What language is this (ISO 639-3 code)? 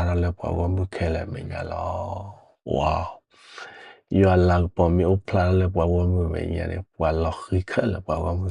ksw